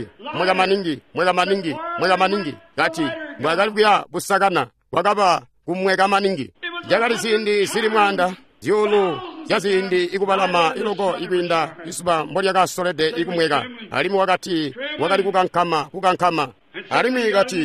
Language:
Tonga (Zambia)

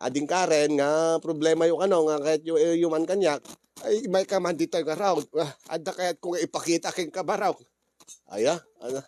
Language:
Iloko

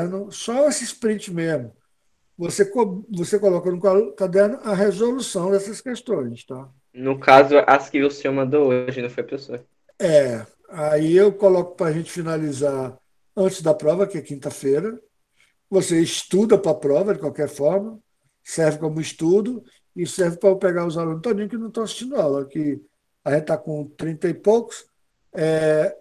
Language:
Portuguese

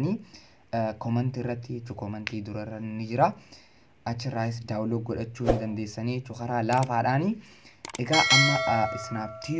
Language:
Oromo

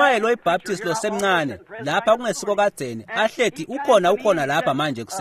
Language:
Swati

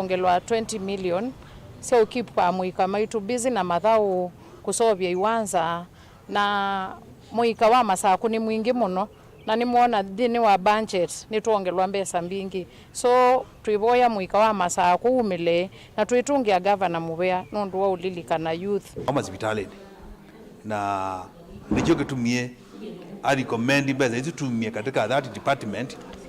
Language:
Kamba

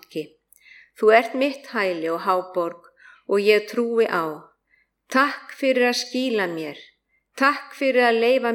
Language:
Icelandic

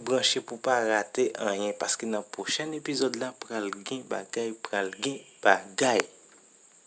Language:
Haitian Creole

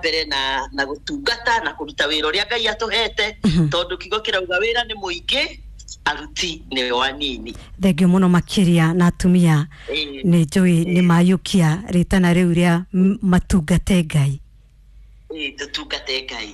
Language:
Kikuyu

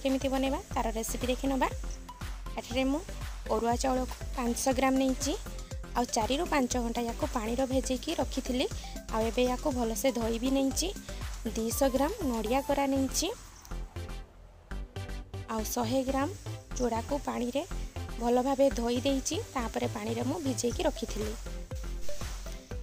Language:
Odia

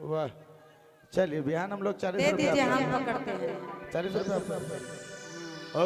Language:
Sadri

